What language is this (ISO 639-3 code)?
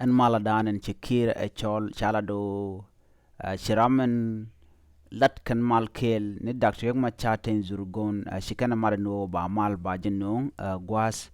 nus